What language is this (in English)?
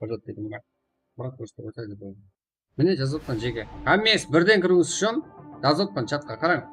Kara-Kalpak